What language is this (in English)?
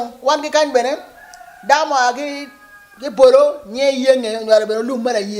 Acoli